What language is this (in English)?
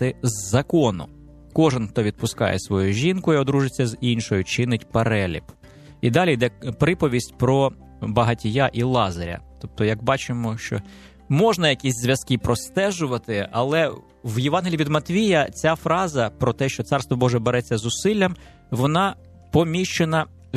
Ukrainian